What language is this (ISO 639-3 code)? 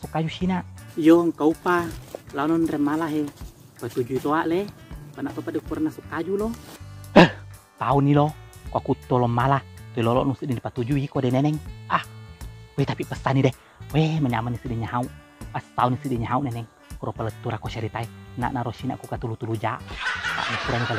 bug